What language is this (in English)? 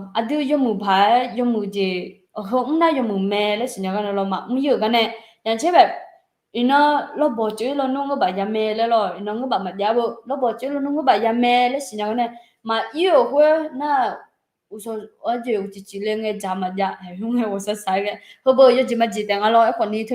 Akha